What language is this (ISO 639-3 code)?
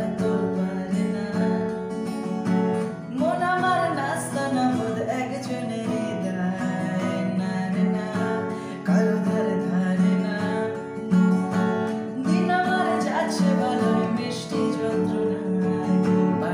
ben